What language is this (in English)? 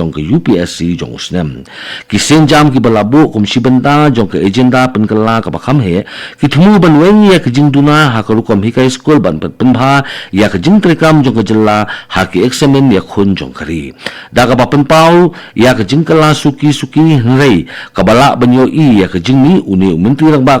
Khasi